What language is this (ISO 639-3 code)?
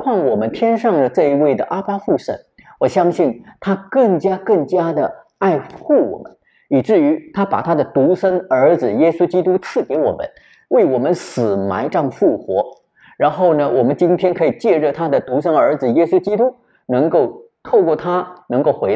zho